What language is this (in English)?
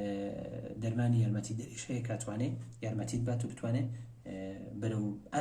Central Kurdish